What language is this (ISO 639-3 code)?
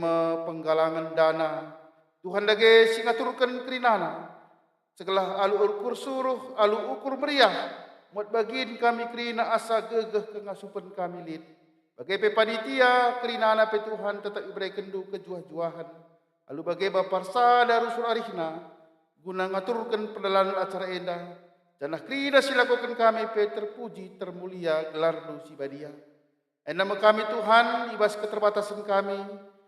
btx